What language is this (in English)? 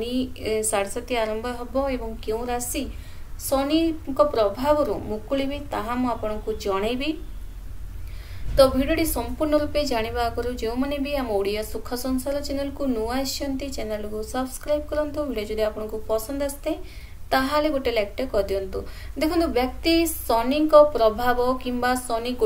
Odia